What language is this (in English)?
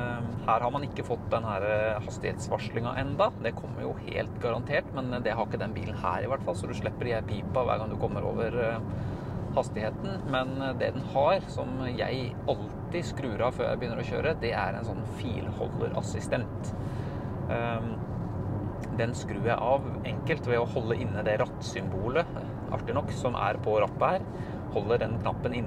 Norwegian